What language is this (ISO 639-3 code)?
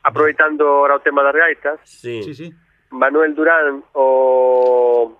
glg